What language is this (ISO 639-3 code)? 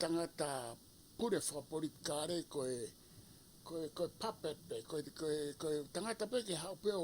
ton